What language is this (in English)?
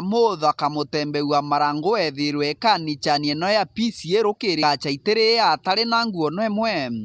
Meru